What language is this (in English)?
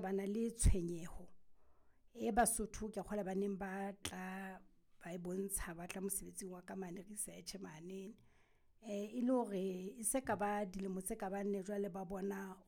Southern Sotho